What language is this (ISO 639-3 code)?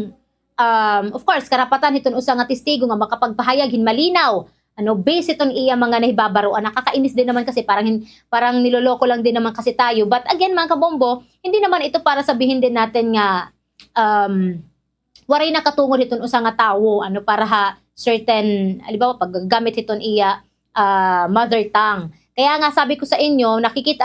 war